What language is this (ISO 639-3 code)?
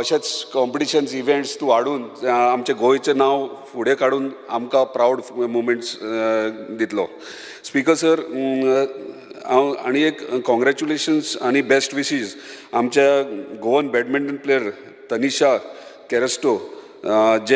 kok